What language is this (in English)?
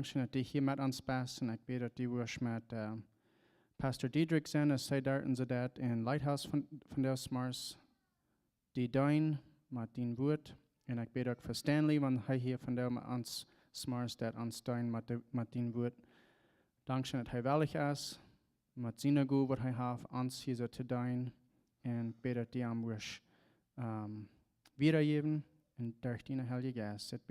Plautdietsch